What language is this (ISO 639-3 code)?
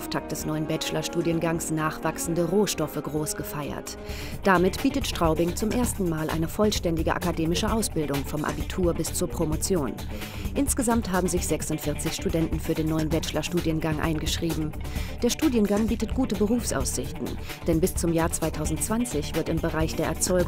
deu